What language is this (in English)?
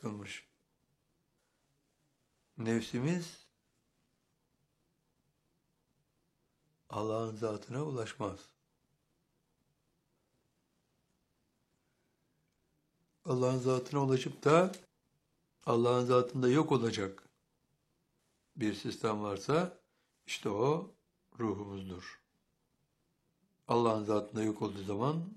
Turkish